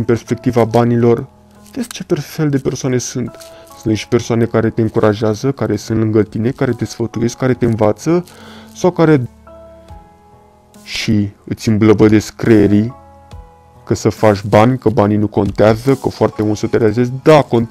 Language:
Romanian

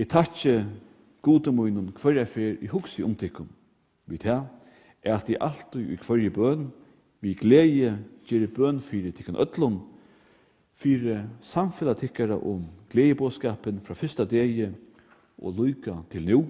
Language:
Faroese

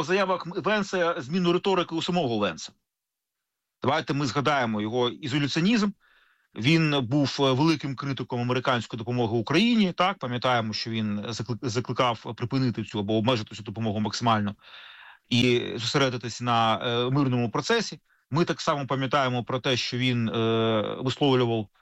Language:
Ukrainian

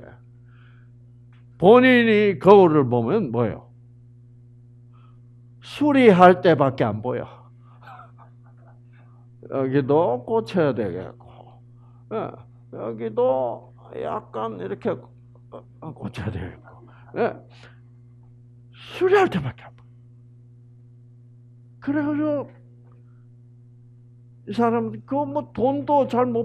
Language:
Korean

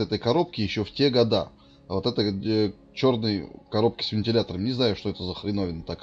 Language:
Russian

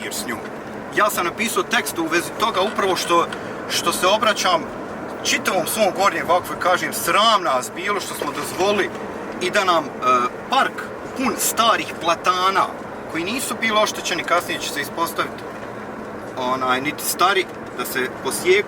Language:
Bosnian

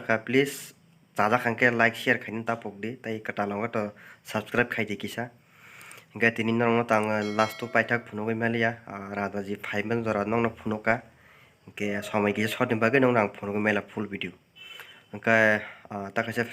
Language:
Kok Borok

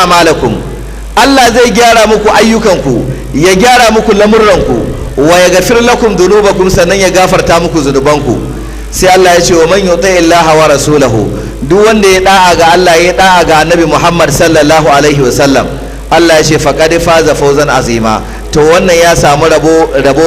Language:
Hausa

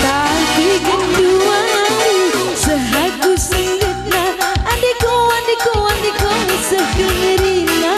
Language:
Batak Karo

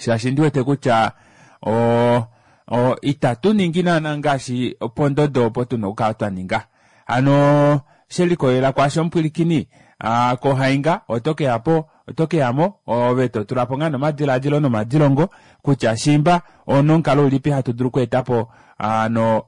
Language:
Kuanyama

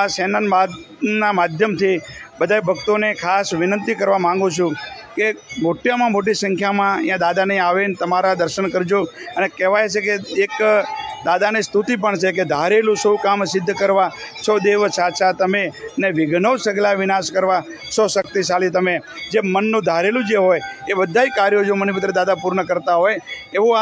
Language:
Gujarati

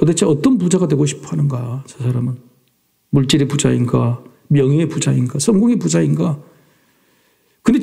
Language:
Korean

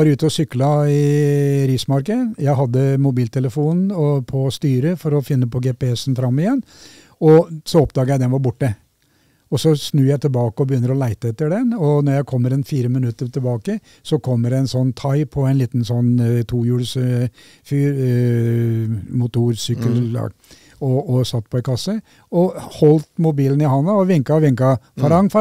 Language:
Norwegian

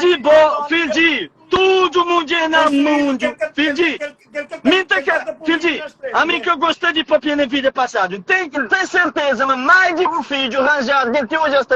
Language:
Kabuverdianu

